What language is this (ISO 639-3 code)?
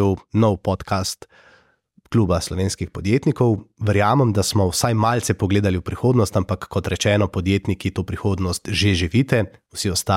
slv